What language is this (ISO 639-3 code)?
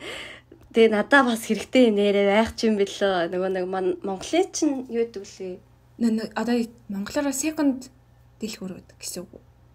mon